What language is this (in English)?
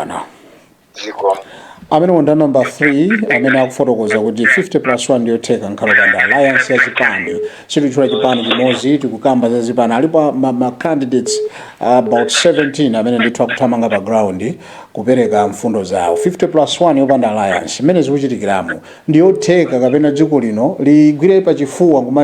Nyanja